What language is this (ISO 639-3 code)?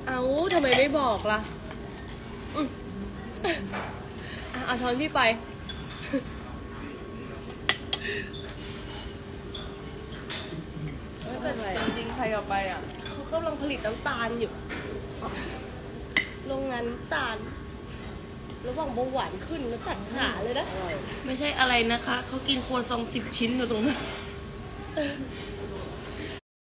tha